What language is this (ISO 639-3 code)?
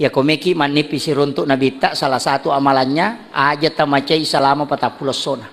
bug